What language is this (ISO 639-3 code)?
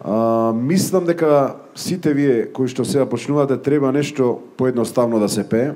mkd